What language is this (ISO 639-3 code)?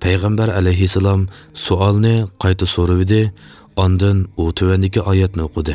uig